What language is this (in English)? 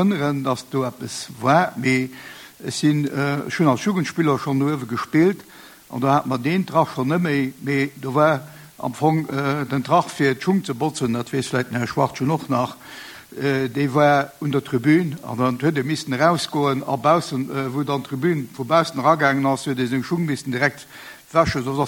Luxembourgish